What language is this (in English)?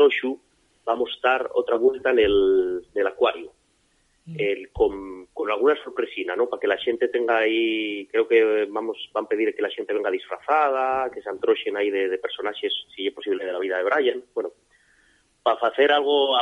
Asturian